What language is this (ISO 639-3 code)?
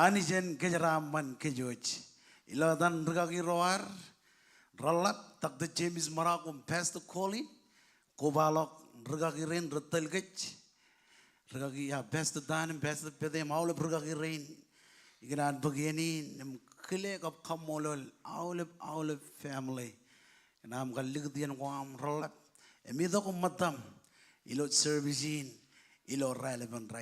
mah